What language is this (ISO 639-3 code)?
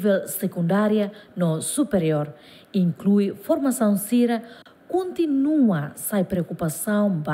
tet